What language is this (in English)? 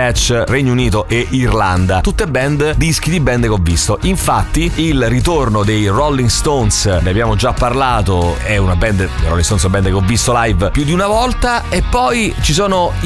Italian